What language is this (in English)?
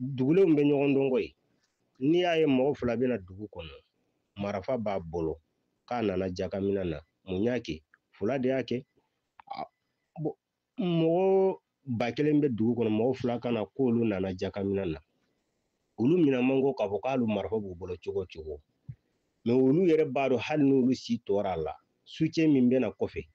Bambara